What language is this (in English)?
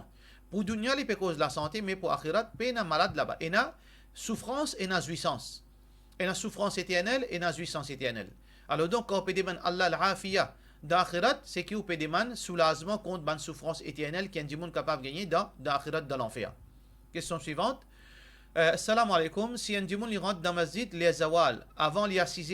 Morisyen